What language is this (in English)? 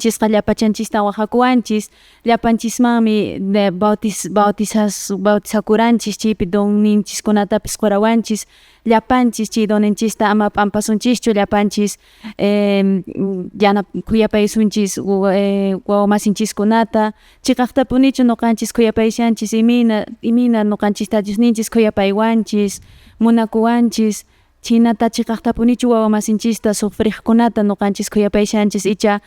Quechua